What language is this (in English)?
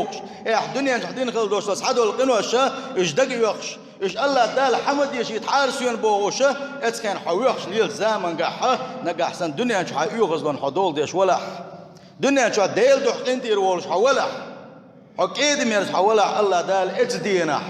Chechen